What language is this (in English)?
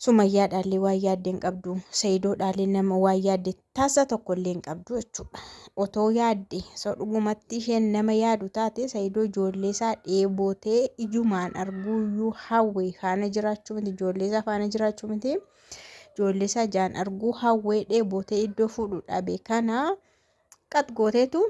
Oromo